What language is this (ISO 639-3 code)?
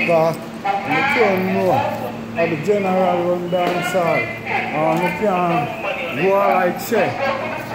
jam